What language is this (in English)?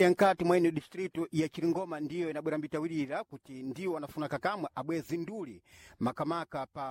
Sena